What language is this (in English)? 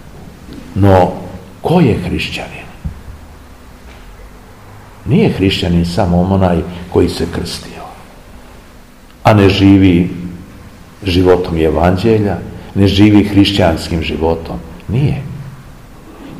Serbian